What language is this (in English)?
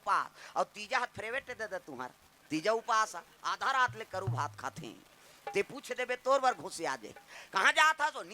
Chhattisgarhi